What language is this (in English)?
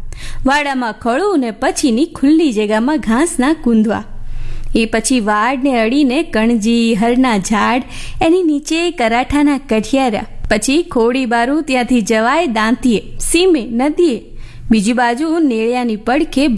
Gujarati